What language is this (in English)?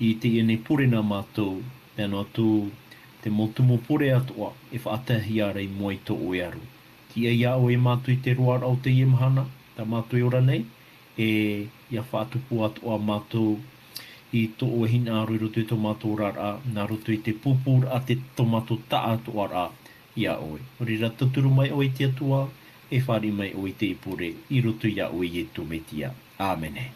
Tahitian